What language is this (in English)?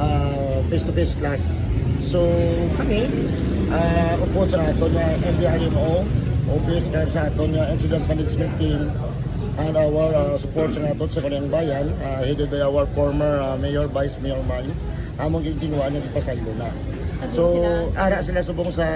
Hiligaynon